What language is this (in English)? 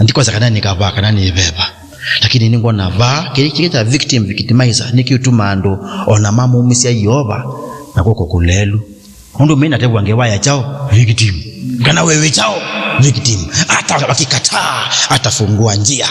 Kamba